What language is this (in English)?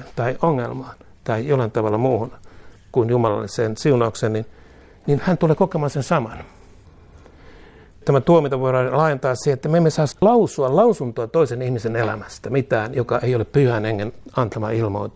Finnish